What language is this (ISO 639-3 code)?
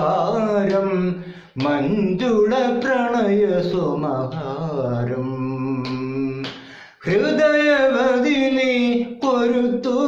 mal